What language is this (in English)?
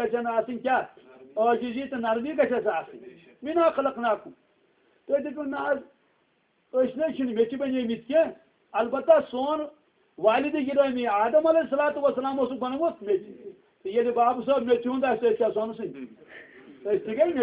Kashmiri